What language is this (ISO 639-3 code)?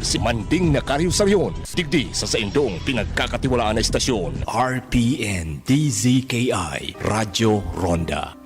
bik